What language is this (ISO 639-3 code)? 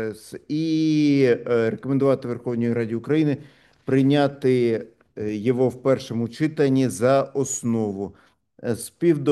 ukr